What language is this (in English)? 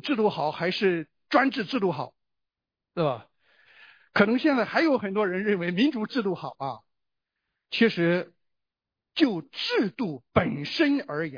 Chinese